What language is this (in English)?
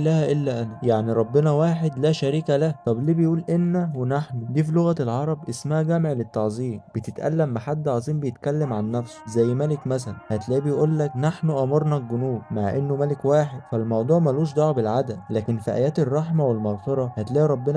Egyptian Arabic